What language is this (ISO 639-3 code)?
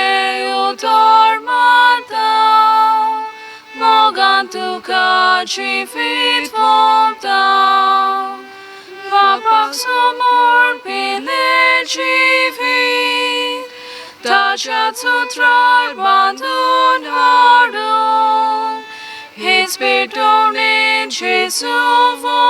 kok